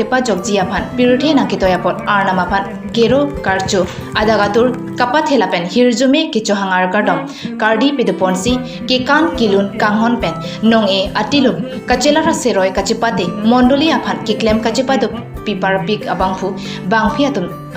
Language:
Karbi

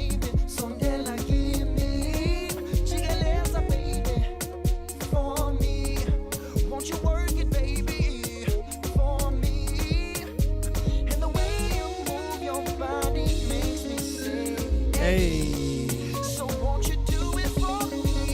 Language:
Nyanja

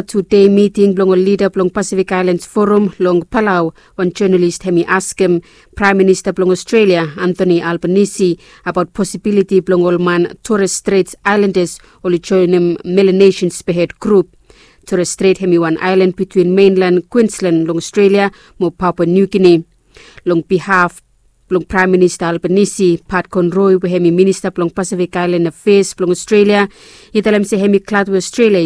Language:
Bislama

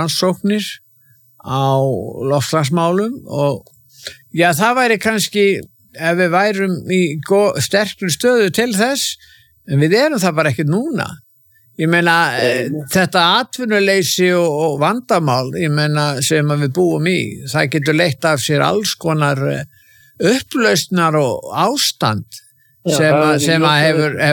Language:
Icelandic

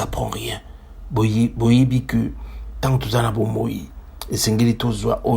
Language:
Lingala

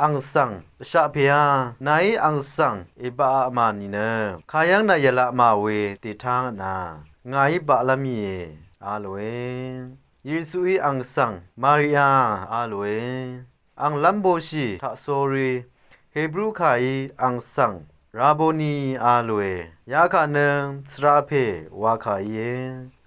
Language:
Rawang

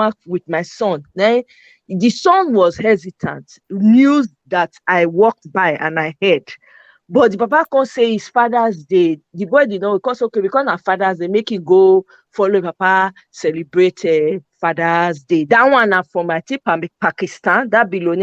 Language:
Nigerian Pidgin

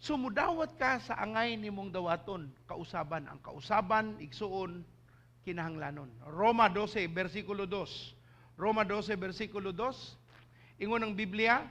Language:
Cebuano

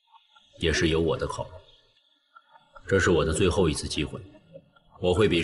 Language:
Chinese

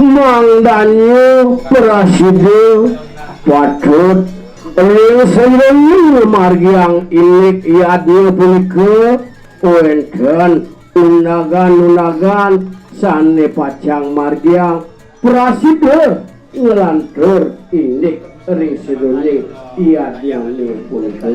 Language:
Balinese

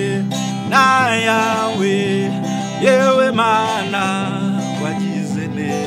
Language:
Kinyarwanda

